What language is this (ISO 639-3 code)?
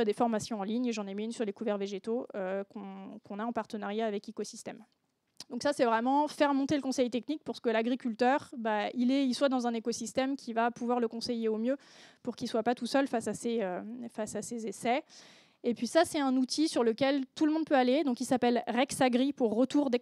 fra